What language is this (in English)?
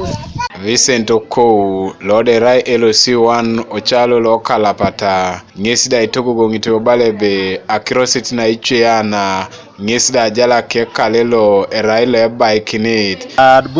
Teso